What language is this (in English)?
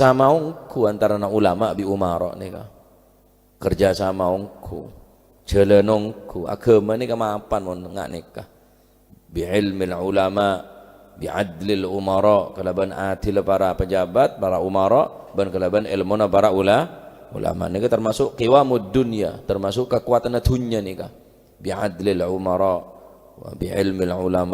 Madurese